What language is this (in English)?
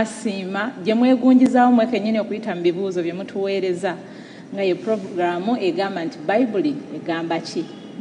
Ganda